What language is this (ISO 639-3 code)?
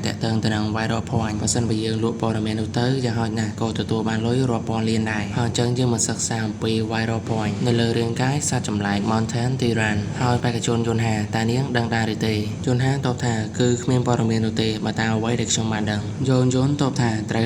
khm